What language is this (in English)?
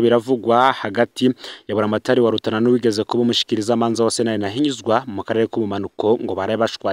Rundi